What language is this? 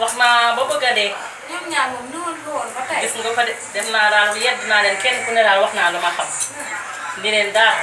Wolof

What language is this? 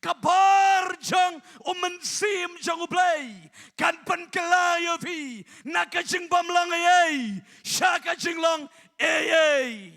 Khasi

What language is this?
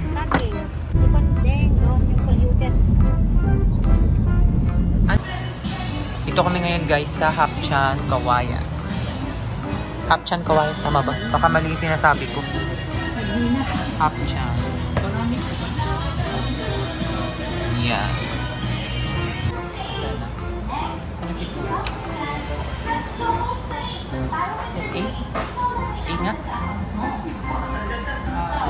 Filipino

